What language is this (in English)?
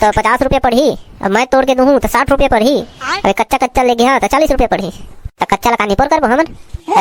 Chhattisgarhi